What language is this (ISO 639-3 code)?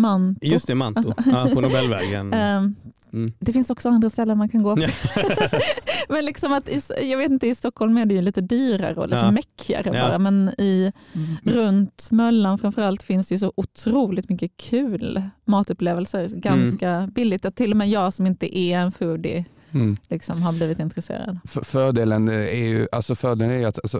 swe